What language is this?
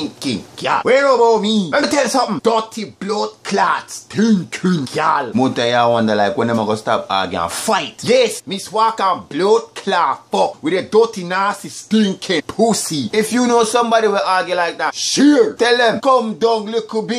Jamaican Creole English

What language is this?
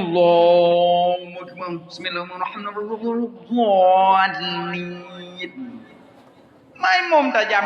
Achinese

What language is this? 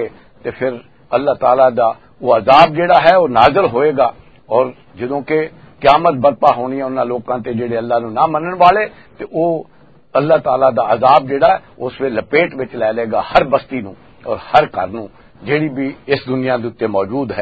Western Panjabi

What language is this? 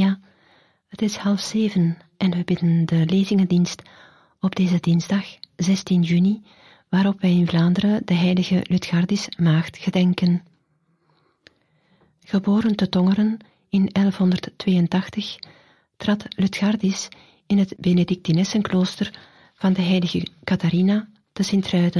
Dutch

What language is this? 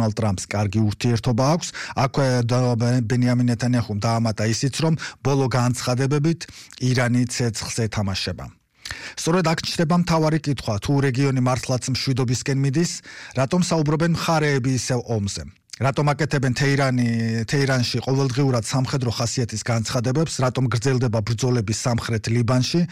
Georgian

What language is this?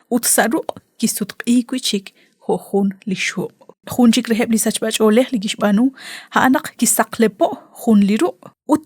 Kekchí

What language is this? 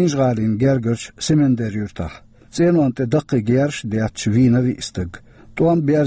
Chechen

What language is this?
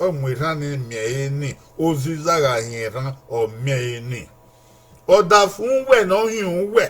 Bini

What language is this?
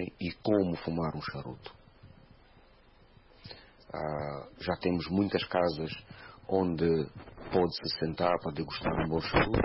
Portuguese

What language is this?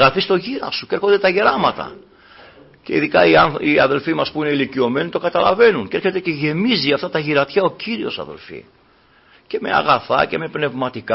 Greek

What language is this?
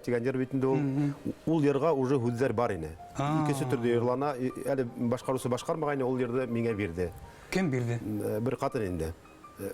Bashkir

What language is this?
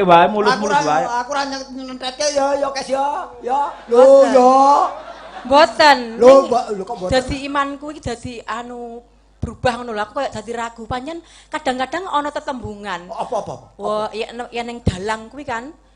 Javanese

